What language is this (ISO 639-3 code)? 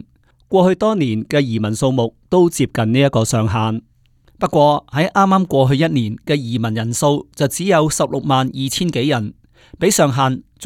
yue